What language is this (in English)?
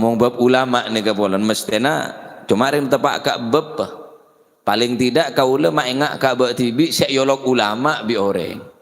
Madurese